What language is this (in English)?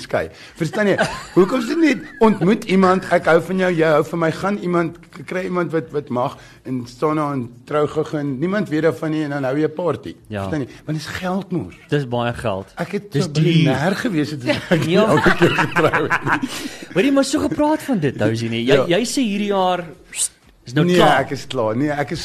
Afrikaans